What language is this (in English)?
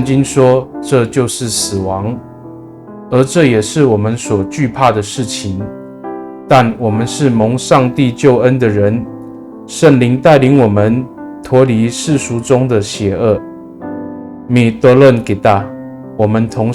Amis